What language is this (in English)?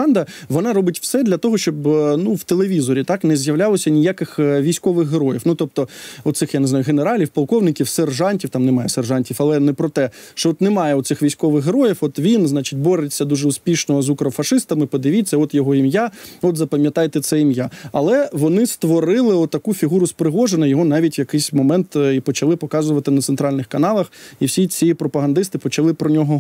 Ukrainian